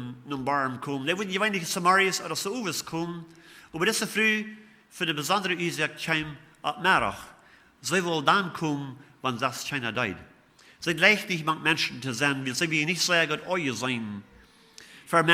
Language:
Plautdietsch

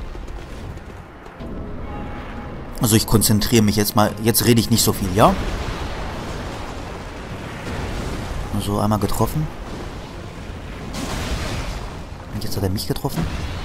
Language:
German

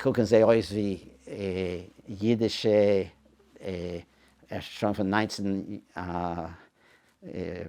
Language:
Yiddish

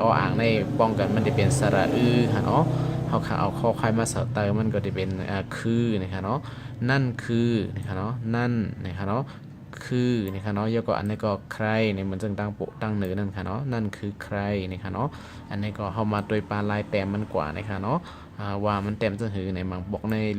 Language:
Shan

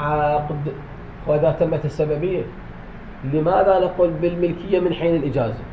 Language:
Mesopotamian Arabic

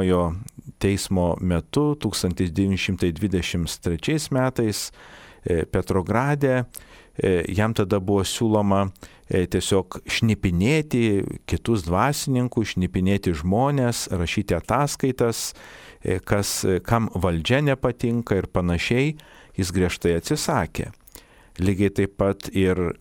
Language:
Lithuanian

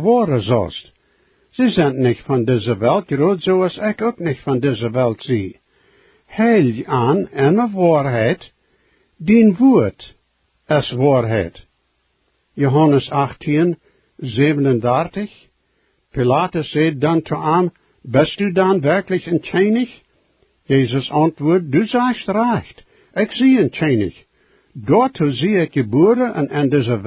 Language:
Plautdietsch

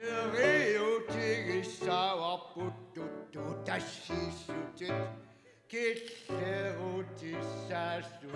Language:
Kalaallisut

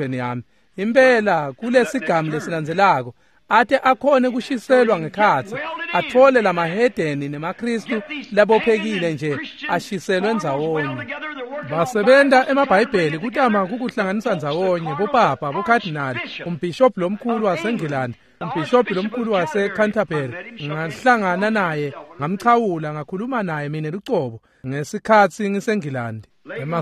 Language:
Swati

